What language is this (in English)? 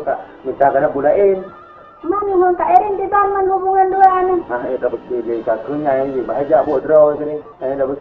Achinese